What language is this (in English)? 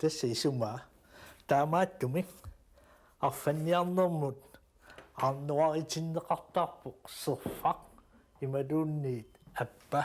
Kalaallisut